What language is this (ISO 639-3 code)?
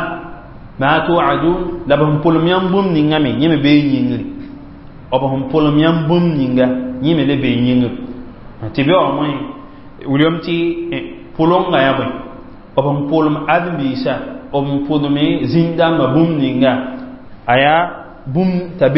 mos